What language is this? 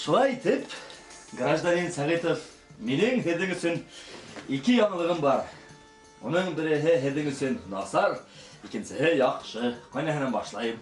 Bashkir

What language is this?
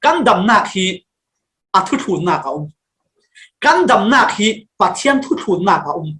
Falam Chin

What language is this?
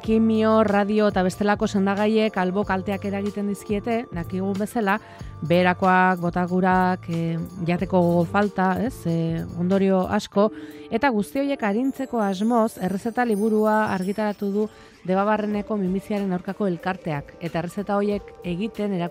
Basque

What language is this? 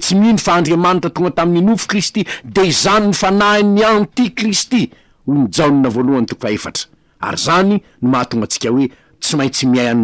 Malagasy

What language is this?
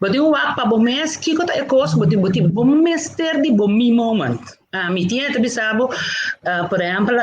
Papiamento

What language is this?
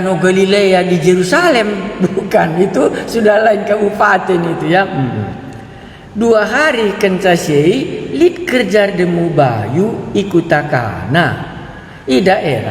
Batak Karo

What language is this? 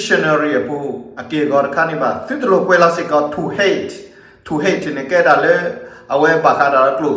S'gaw Karen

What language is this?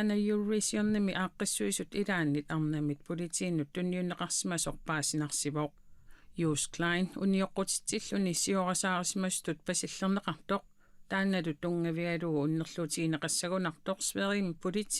Kalaallisut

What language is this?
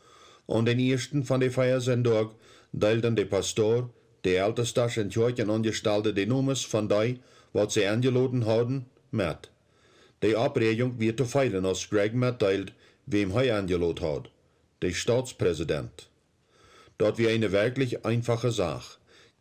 Plautdietsch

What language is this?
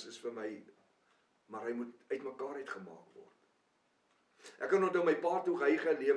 Afrikaans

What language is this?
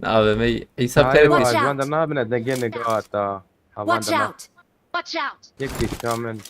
Kurdish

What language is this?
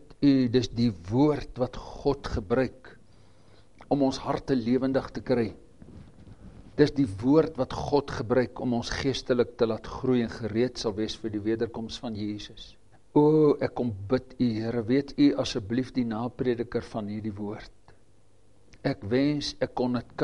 Afrikaans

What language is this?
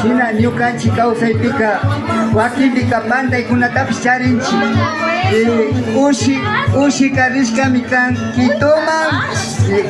Imbabura Highland Quichua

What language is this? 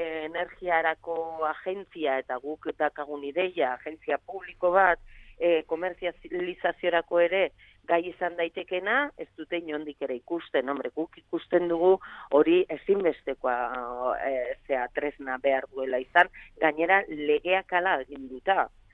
Basque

